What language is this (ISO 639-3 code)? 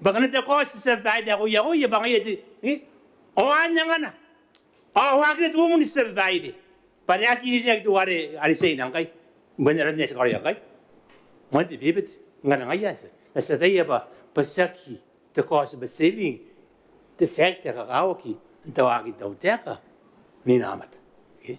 gil